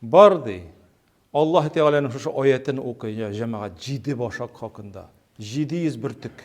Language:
Tatar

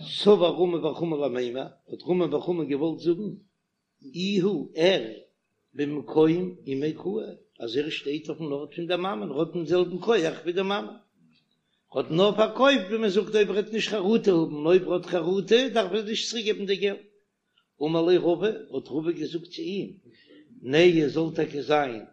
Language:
Yiddish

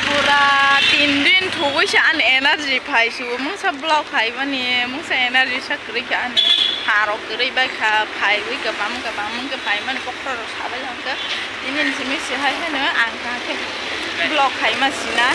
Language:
Kok Borok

